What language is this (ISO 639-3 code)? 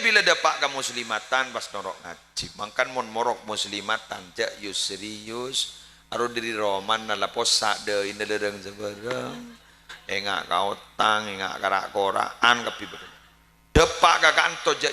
mad